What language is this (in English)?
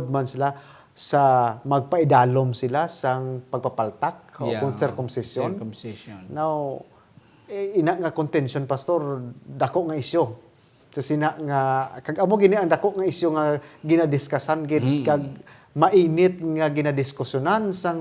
Hiligaynon